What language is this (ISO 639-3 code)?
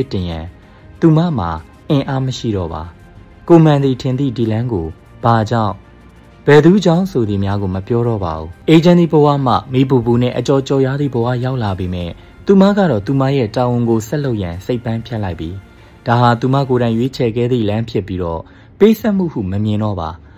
mya